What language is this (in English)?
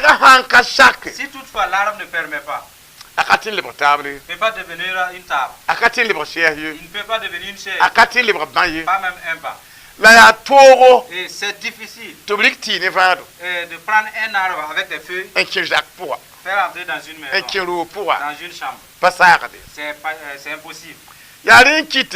Mossi